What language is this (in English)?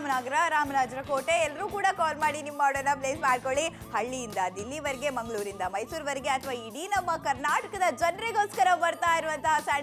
Kannada